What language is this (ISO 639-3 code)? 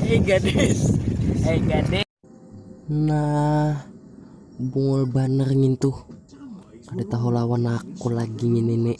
bjn